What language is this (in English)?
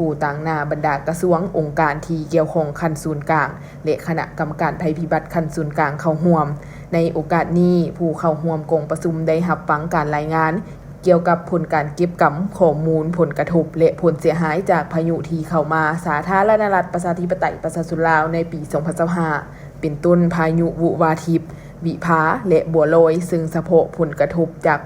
Lao